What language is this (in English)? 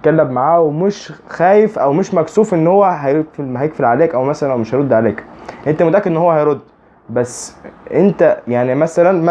Egyptian Arabic